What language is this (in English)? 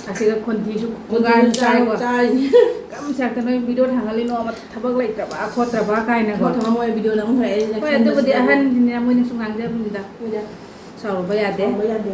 Manipuri